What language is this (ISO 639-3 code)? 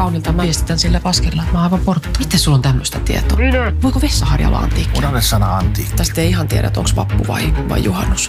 fin